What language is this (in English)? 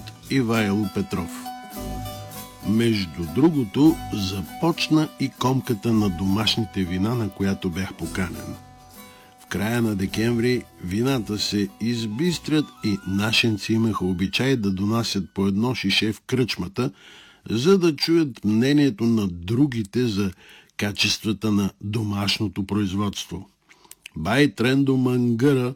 Bulgarian